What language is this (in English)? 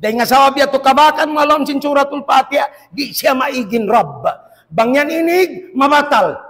Tausug